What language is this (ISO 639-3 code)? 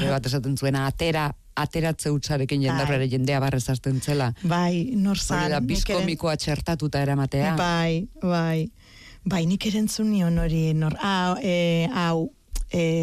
eus